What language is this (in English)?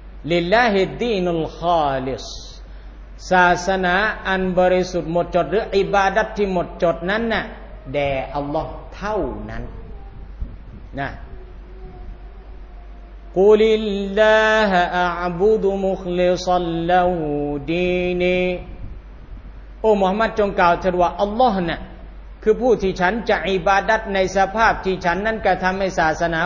Thai